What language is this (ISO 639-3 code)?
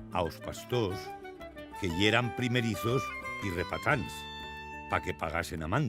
arg